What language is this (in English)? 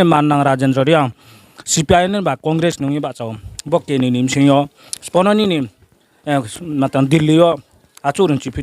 Riang (India)